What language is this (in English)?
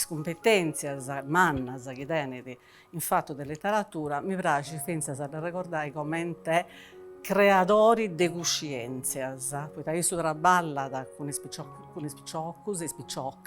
Sardinian